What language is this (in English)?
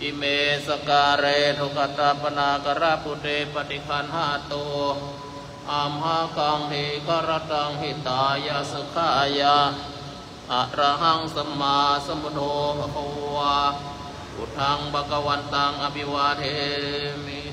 Pali